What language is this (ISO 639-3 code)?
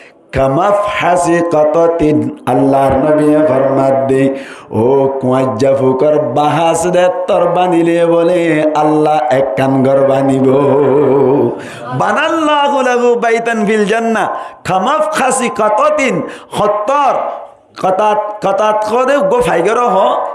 rhg